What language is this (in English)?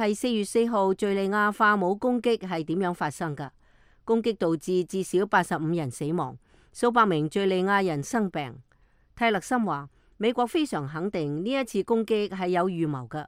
Cantonese